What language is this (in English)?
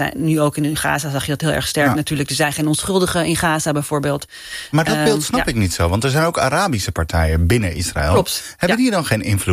Dutch